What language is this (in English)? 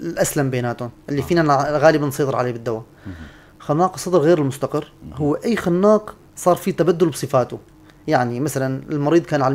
North Levantine Arabic